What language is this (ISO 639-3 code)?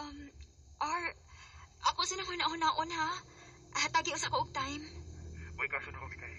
ceb